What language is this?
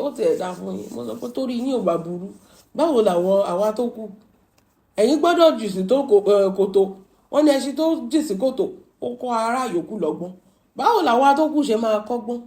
Yoruba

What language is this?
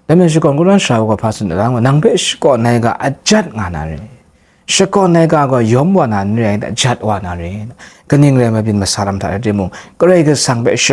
Kachin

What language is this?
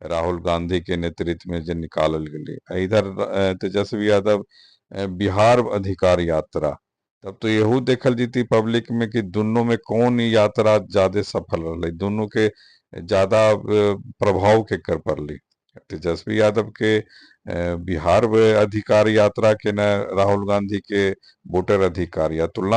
Magahi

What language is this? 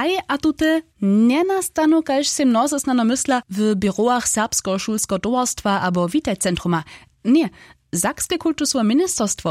Upper Sorbian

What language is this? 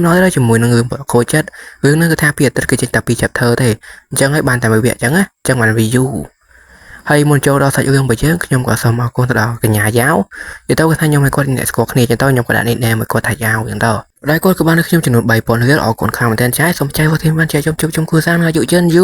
Khmer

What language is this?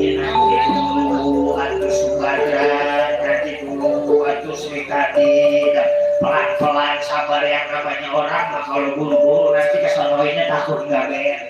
Betawi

